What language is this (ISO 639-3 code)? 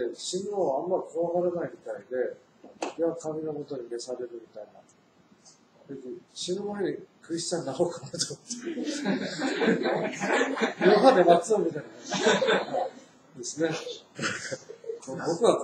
jpn